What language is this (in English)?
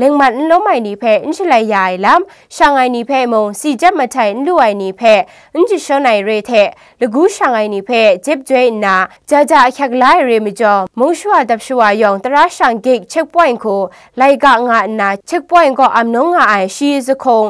Kachin